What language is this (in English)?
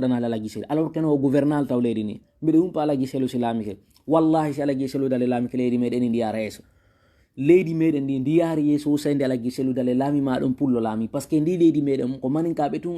Fula